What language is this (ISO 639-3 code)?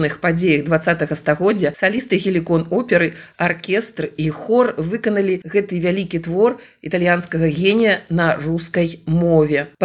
bel